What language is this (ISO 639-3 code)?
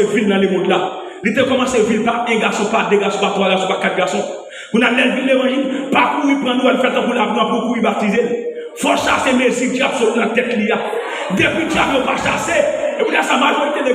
hat